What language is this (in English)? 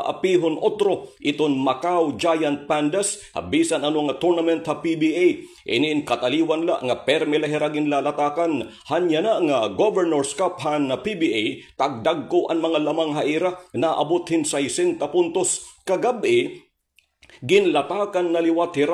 Waray